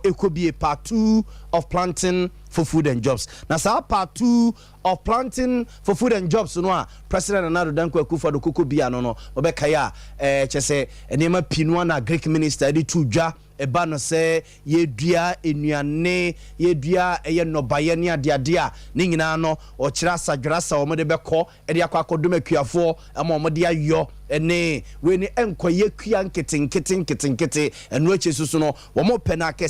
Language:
Akan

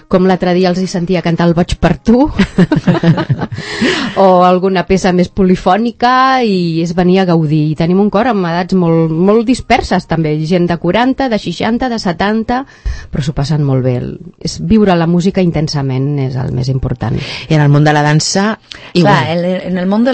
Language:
Catalan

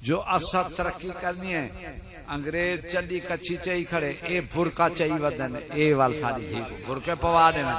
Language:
Saraiki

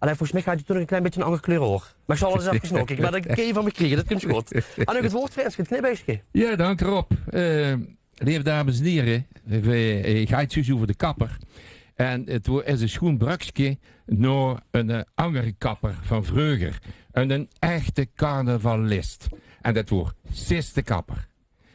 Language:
Limburgish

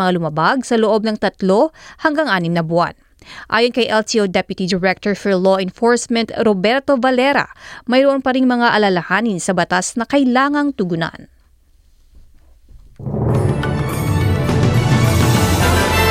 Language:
Filipino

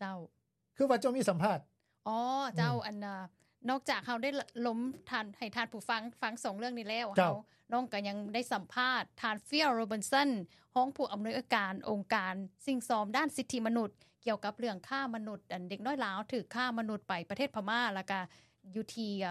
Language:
Lao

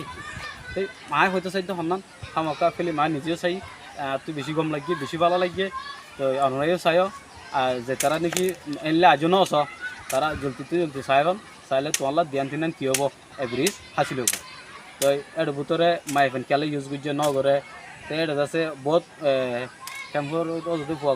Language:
Rohingya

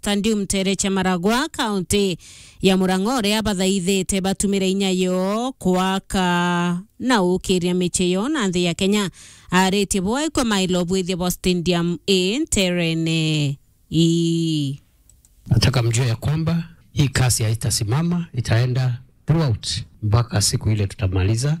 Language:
Meru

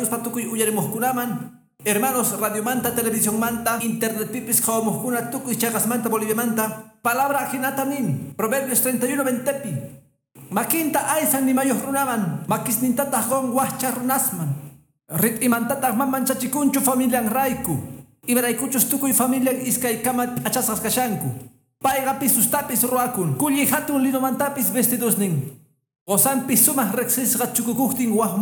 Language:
Quechua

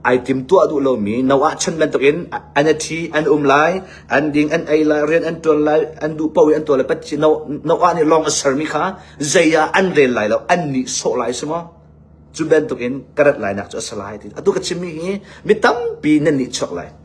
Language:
Hakha Chin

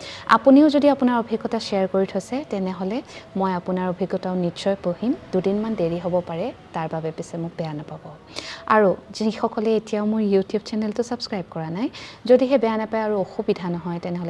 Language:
Assamese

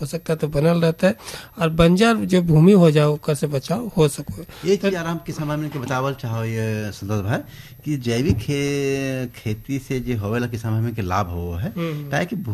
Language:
Bhojpuri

